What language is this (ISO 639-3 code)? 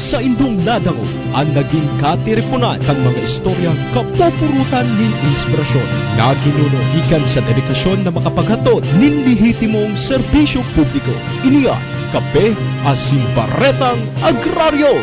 bik